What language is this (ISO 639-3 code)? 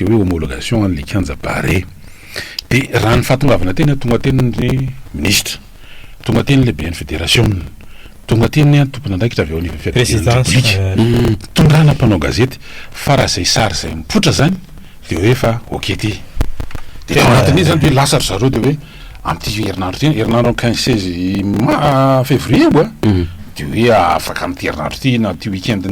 mlg